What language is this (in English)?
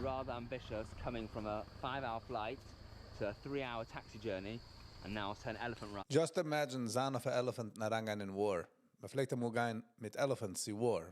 Yiddish